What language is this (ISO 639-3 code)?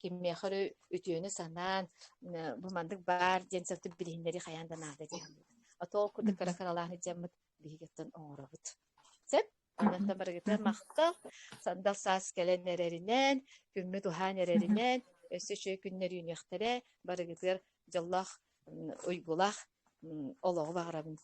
sah